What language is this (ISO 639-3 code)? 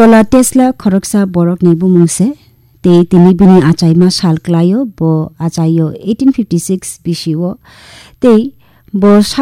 trp